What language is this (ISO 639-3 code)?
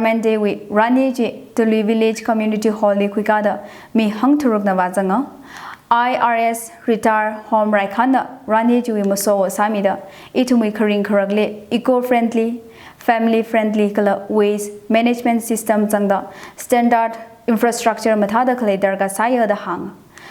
nmf